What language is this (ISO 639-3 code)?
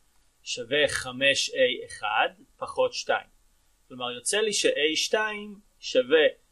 heb